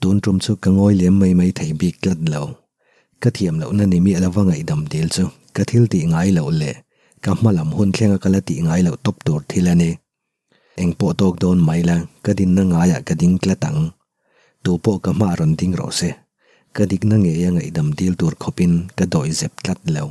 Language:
Mizo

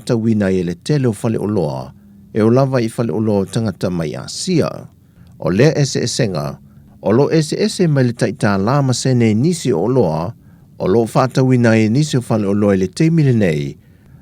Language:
Samoan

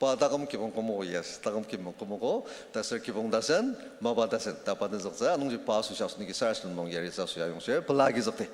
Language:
Ao Naga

